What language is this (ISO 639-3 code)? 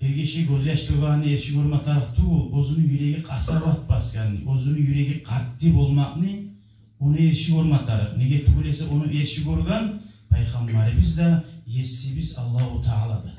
kum